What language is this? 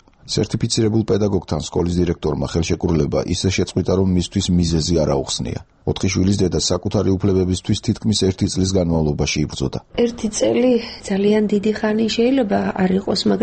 Georgian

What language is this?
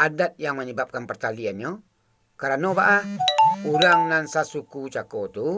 Minangkabau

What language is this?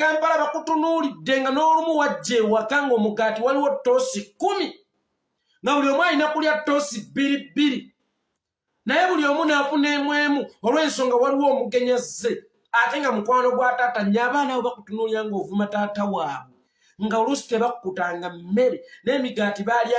Ganda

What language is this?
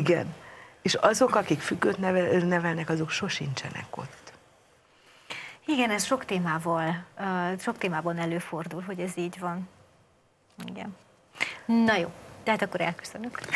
Hungarian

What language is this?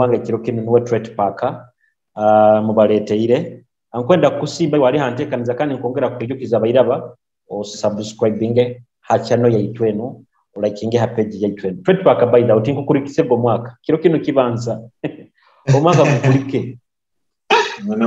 Nyoro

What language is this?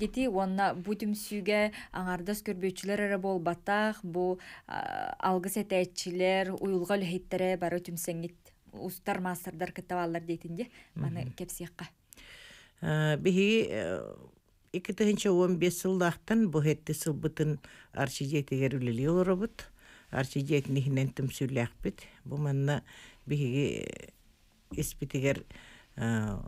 Yakut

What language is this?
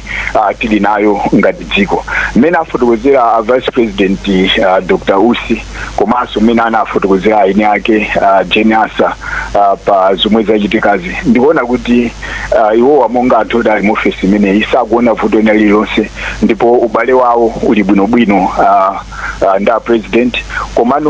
Nyanja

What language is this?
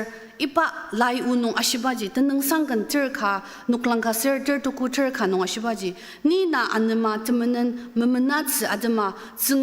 Ao Naga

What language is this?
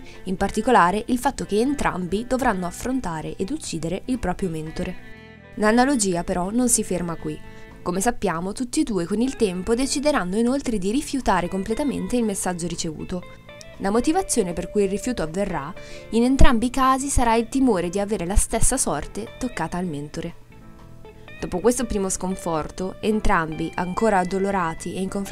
Italian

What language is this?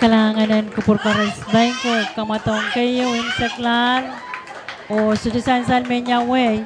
Pohnpeian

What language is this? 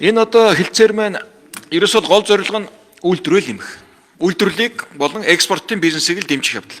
Mongolian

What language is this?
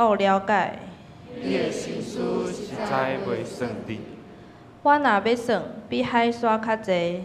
Min Nan Chinese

